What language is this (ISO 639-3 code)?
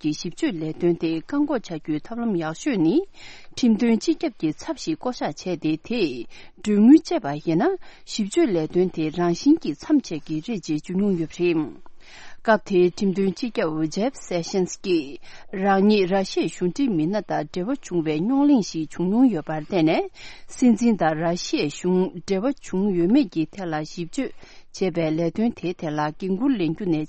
bod